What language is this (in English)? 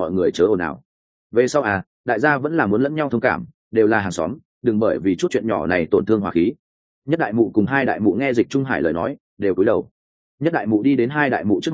Vietnamese